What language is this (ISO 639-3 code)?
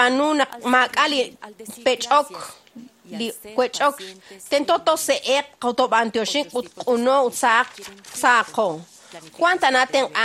kek